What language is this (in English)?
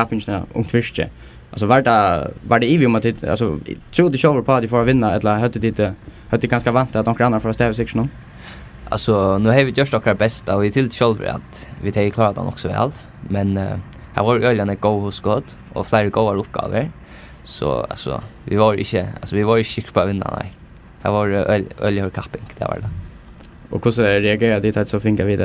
Faroese